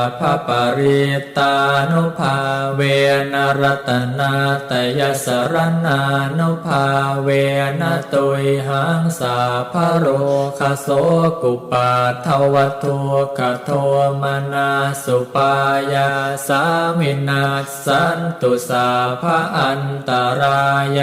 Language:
Pali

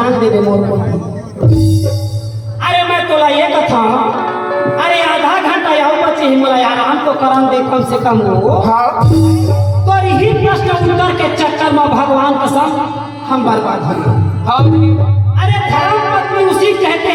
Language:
Chhattisgarhi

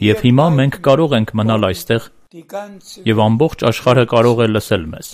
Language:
Armenian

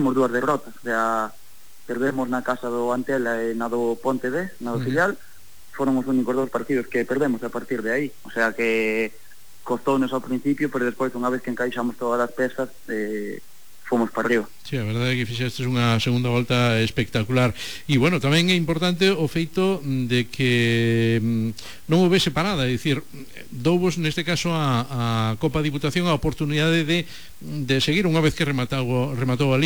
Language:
Galician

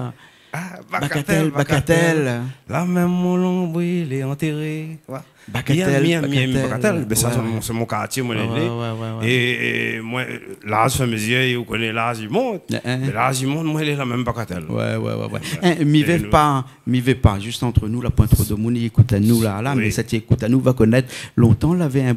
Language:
Réunion Creole French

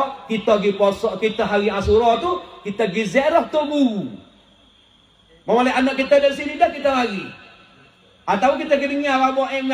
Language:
Malay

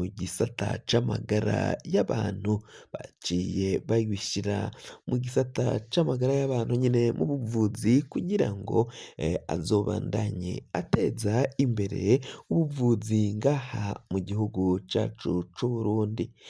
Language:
Rundi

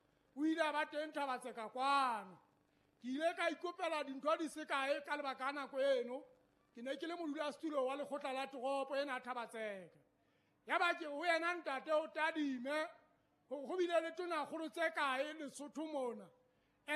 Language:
Southern Sotho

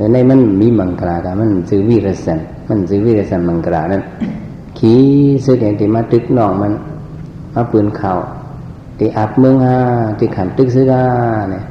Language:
Shan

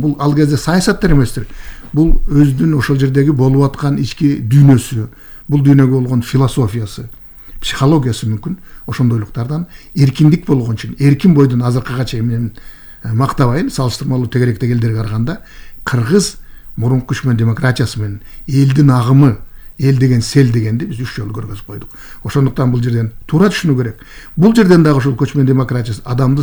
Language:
Kyrgyz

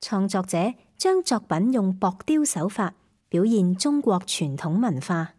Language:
Cantonese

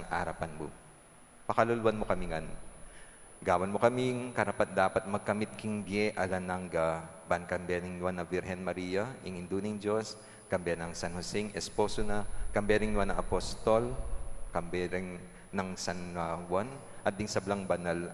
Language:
Pampanga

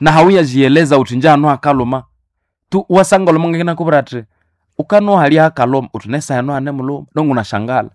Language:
Nande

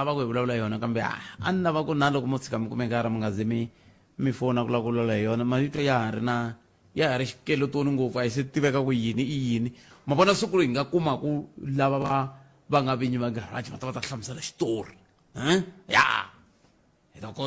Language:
Tsonga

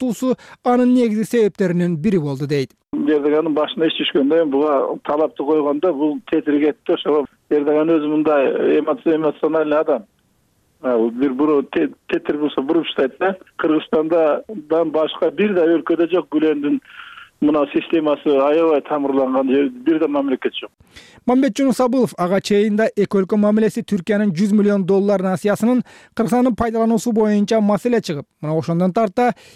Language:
Kyrgyz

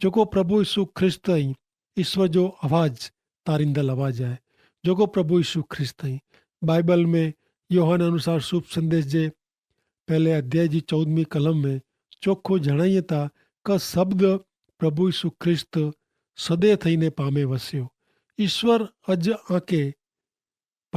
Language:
Kachhi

